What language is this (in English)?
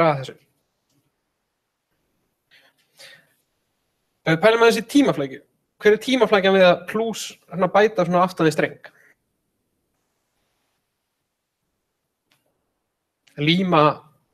Icelandic